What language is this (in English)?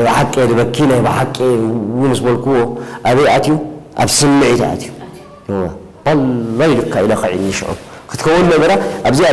Tigrinya